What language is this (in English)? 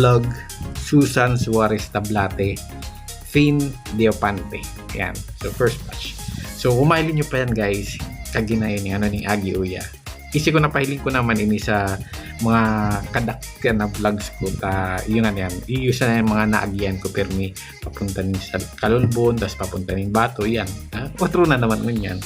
Bikol